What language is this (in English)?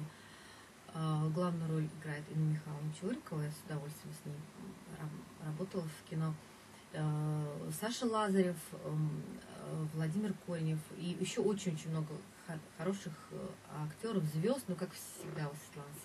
Russian